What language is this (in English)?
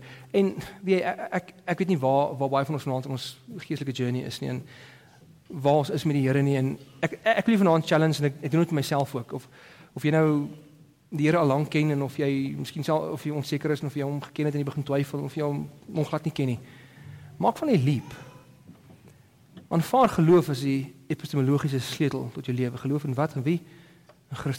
Afrikaans